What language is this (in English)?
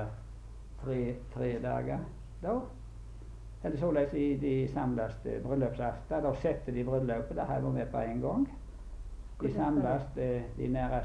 Norwegian